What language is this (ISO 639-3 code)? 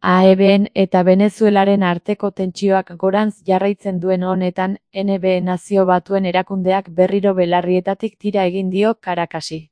eus